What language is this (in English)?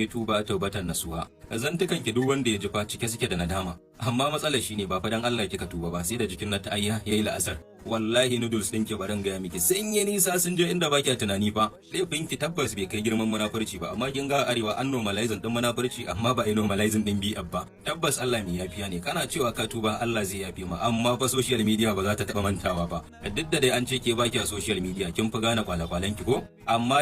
Hausa